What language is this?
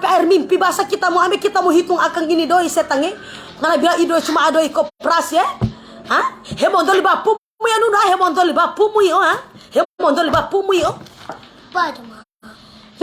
Manado Malay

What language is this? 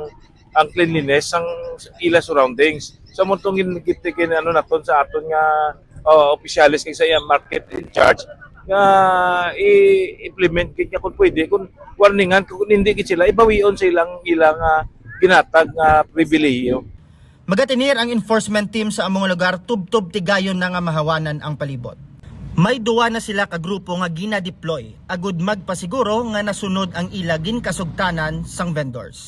Hiligaynon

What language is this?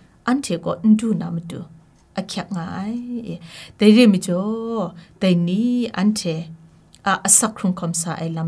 Kachin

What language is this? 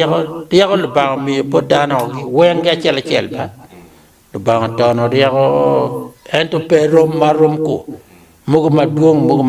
Acoli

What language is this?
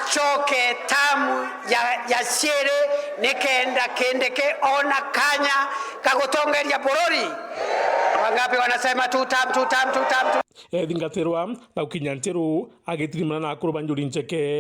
Meru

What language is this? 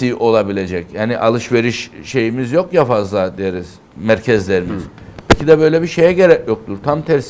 Turkish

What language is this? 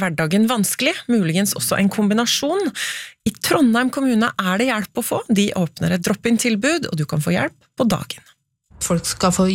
Norwegian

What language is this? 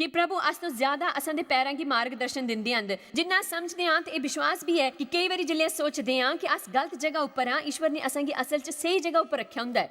Dogri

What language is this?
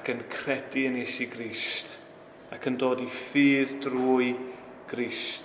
Welsh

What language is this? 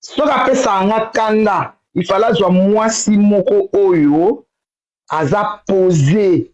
Lingala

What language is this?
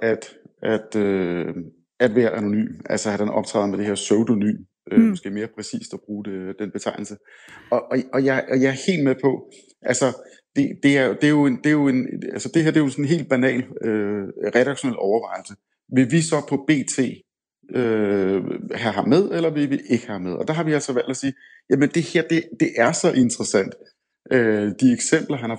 Danish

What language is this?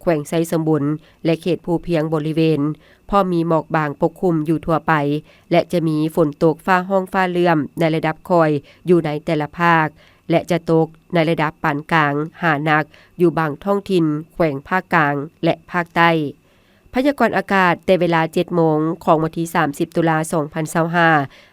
Lao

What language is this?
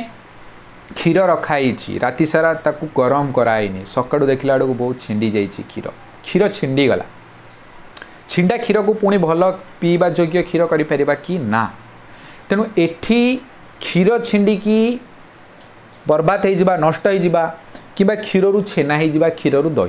Odia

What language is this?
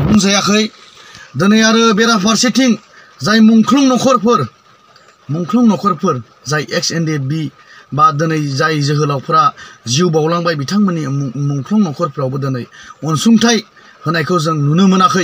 Bodo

